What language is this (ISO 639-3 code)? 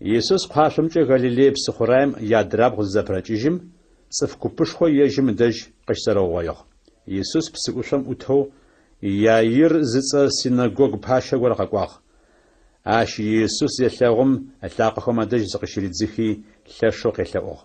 ady